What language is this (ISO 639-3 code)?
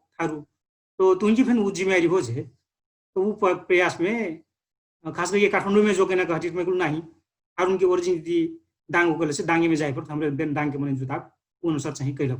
thl